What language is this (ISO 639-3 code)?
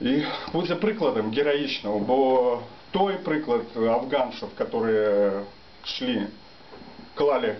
bel